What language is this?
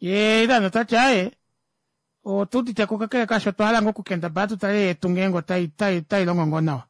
Kuanyama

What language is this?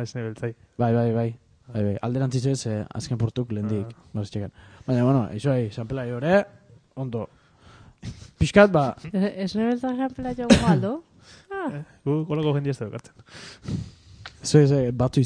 Basque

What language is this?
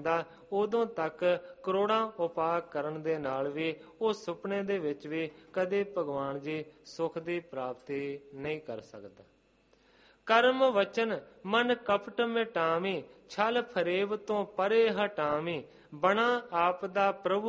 Punjabi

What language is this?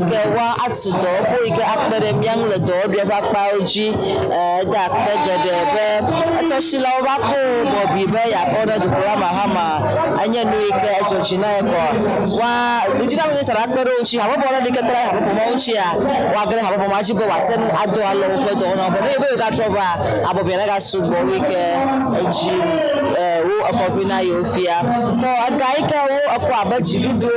Ewe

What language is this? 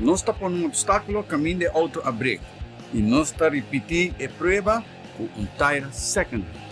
Papiamento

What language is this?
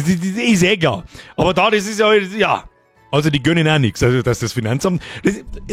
Bavarian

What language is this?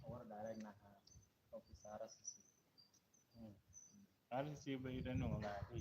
Lango (Uganda)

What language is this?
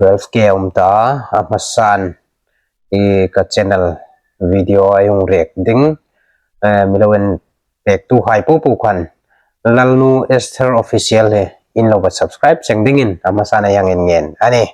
Hmar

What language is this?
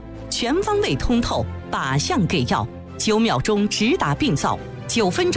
Chinese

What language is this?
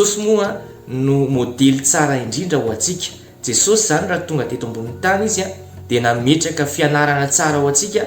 Malagasy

